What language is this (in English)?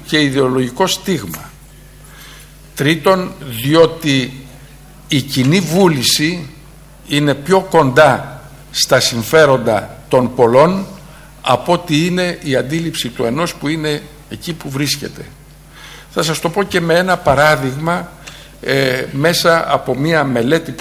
Greek